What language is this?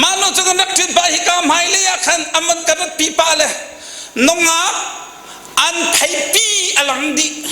Hakha Chin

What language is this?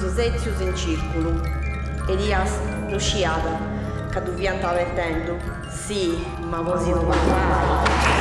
Sardinian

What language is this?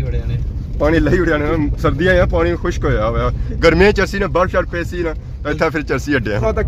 Pahari-Potwari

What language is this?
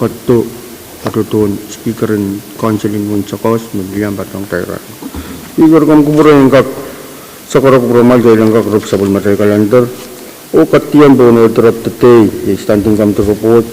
Pohnpeian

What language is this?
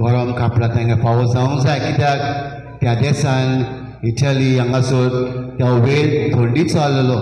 Konkani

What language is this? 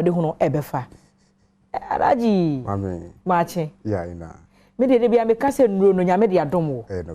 Akan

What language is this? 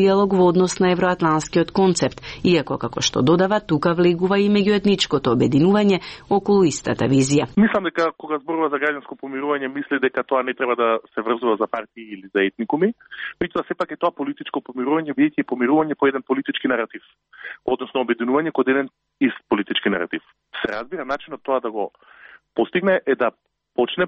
Macedonian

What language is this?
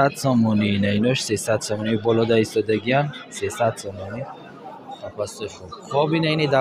Tajik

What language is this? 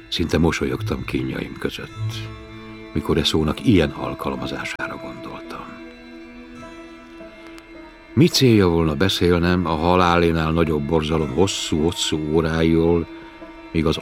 Hungarian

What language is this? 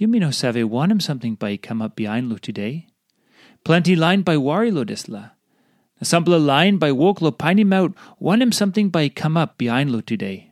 Tok Pisin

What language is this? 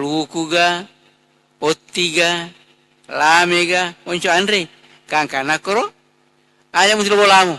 Buginese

